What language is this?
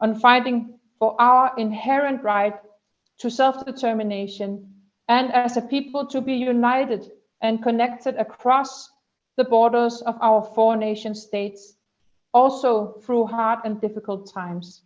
Inuktitut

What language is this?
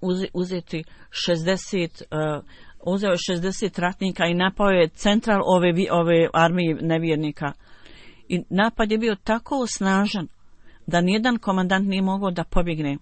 Bosnian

